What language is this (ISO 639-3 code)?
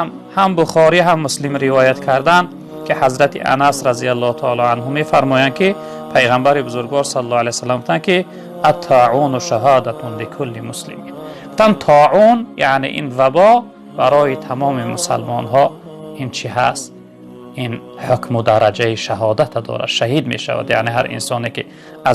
tgk